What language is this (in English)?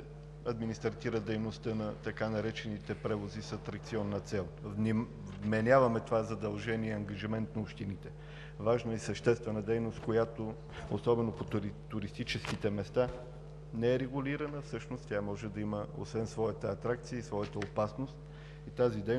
Bulgarian